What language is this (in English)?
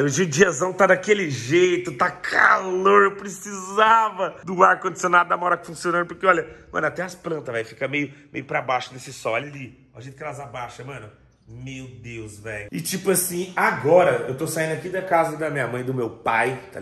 Portuguese